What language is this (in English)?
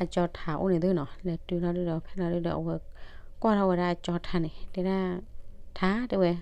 S'gaw Karen